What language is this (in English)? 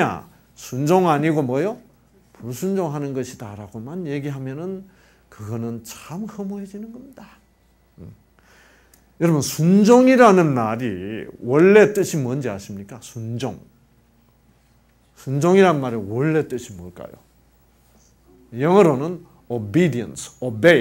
Korean